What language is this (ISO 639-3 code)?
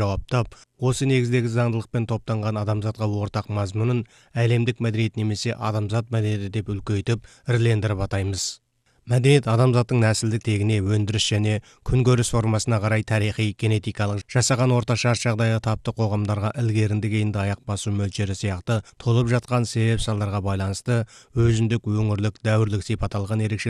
kaz